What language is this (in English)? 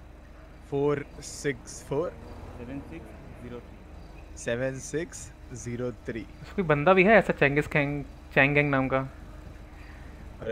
Hindi